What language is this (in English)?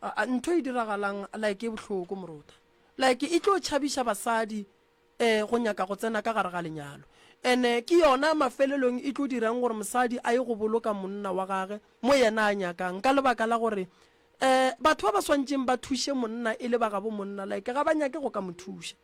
Northern Sotho